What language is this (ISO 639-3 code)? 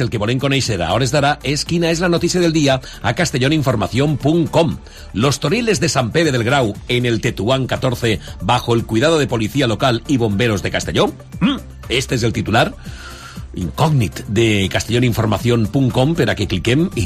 cat